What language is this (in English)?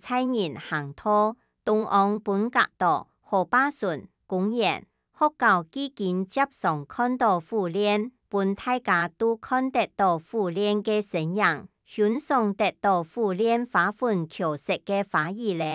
Hakka Chinese